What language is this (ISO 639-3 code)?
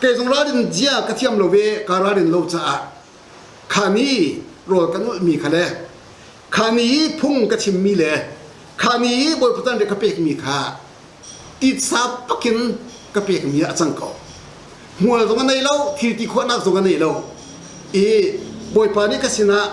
cnh